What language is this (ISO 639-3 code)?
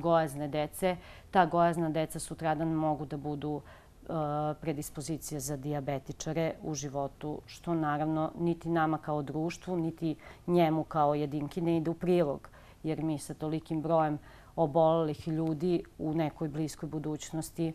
srp